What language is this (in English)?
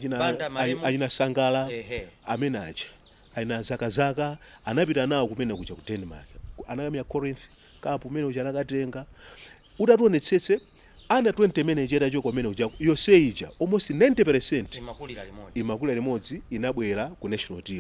Nyanja